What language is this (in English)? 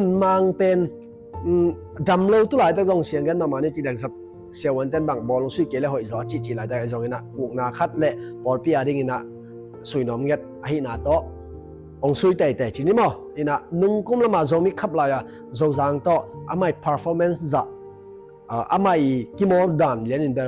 Tedim Chin